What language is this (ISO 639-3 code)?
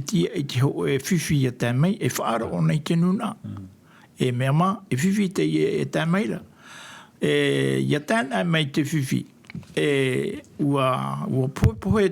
tah